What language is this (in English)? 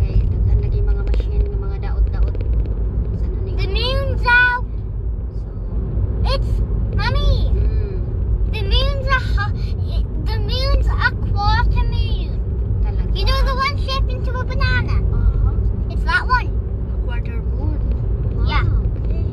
Cebuano